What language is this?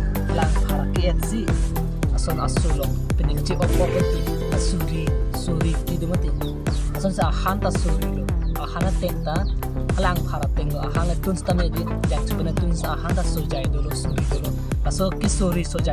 Karbi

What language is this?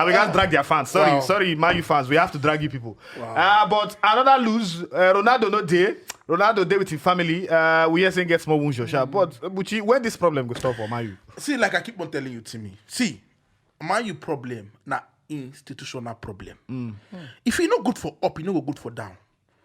Nigerian Pidgin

